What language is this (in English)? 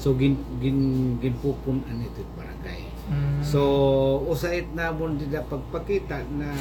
Waray